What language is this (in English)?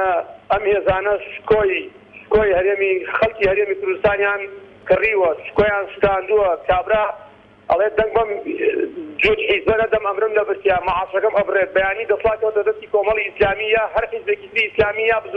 Central Kurdish